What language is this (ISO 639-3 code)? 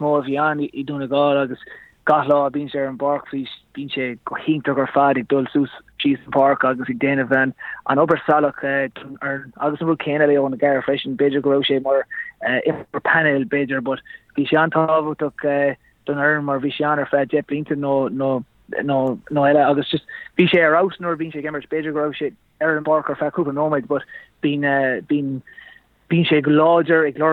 gle